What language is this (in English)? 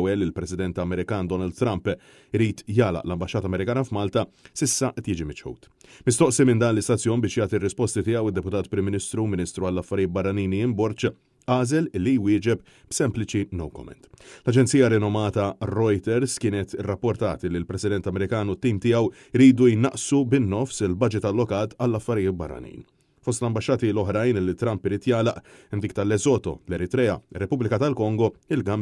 Maltese